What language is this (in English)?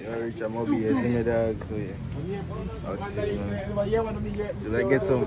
Jamaican Creole English